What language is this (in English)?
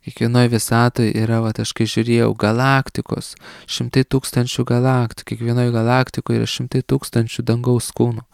Lithuanian